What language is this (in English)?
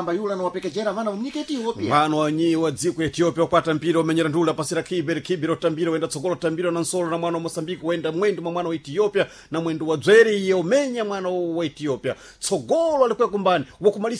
Sena